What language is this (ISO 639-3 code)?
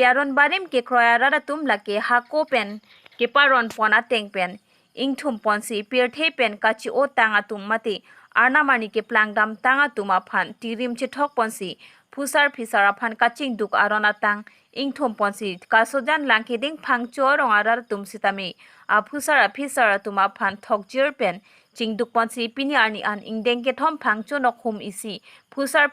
mjw